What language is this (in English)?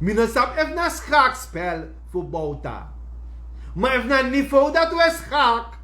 Sranan Tongo